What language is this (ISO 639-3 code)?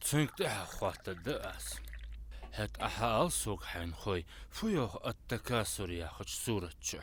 inh